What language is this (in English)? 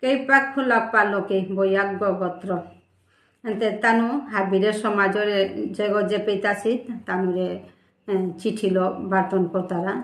Bishnupriya